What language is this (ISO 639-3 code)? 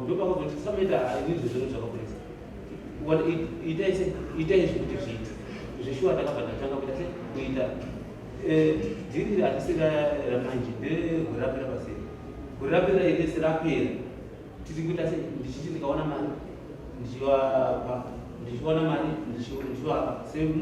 sna